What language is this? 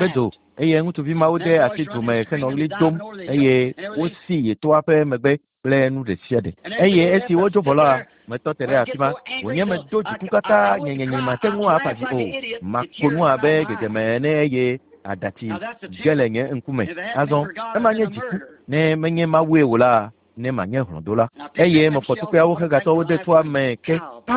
Ewe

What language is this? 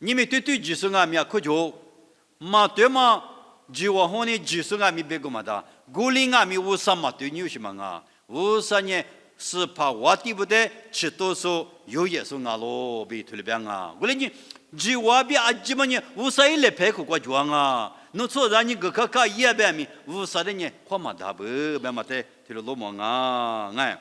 Lisu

